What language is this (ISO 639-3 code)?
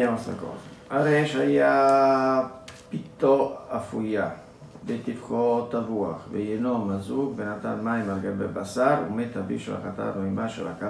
ita